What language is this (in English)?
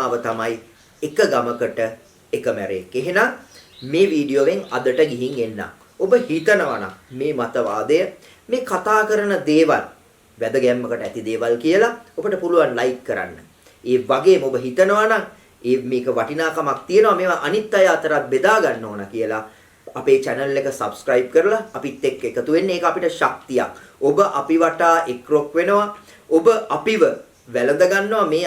Sinhala